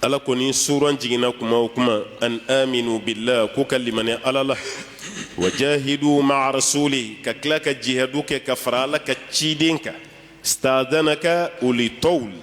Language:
Bambara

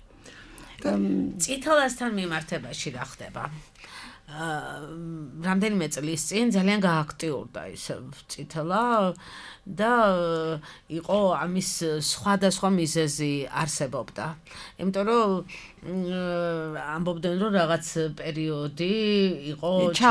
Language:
Georgian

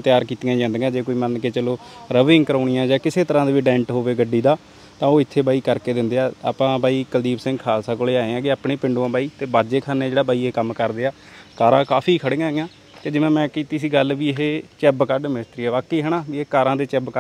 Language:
Punjabi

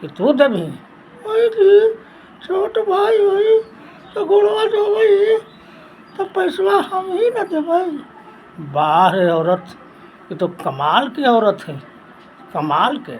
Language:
Magahi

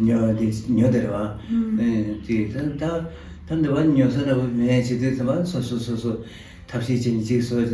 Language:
Tibetan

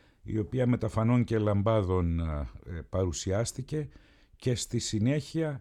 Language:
Greek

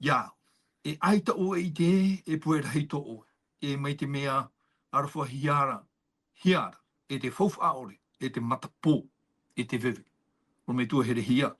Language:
Tahitian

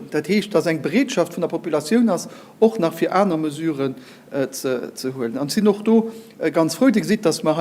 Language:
Luxembourgish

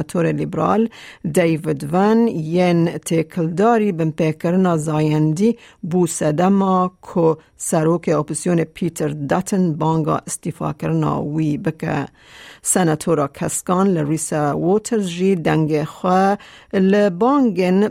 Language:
Kurdish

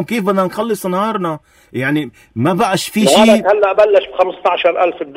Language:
North Levantine Arabic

